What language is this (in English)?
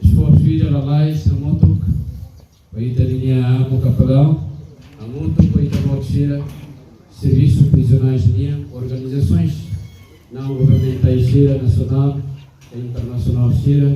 Tetum